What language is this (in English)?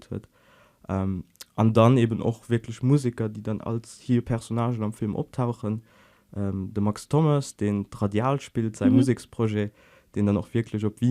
Luxembourgish